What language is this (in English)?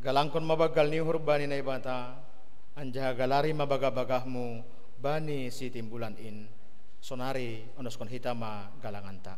Batak Simalungun